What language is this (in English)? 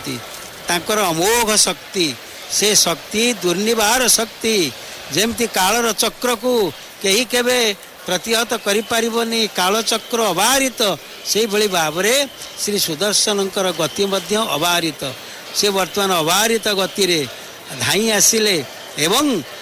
Odia